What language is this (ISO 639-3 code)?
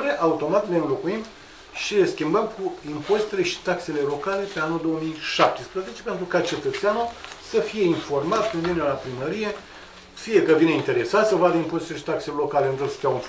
ron